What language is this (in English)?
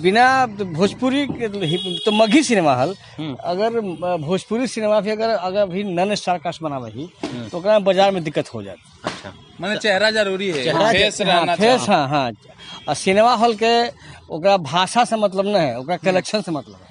Magahi